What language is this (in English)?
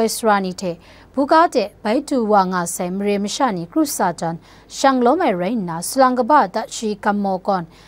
Kachin